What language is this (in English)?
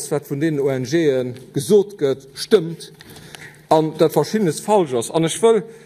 Luxembourgish